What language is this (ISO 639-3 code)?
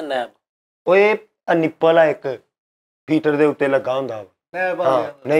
pan